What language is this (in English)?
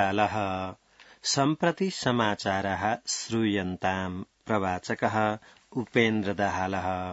Sanskrit